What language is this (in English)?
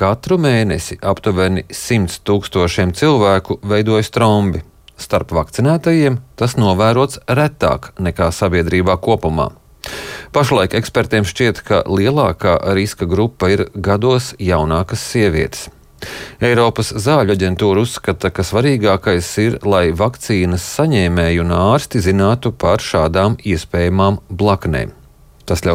Latvian